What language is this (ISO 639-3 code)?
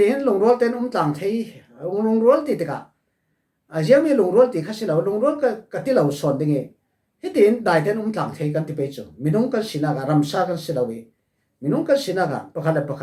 cfm